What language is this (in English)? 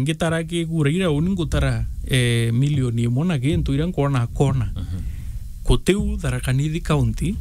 Meru